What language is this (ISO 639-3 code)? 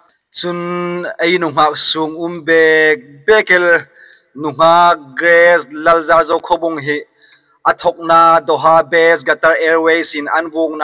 hmr